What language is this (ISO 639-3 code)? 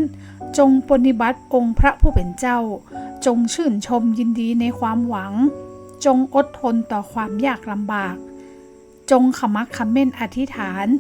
nod